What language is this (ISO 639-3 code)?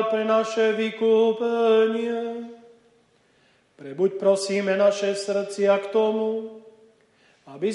slk